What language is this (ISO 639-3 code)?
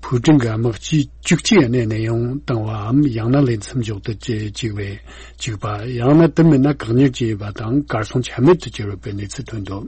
bod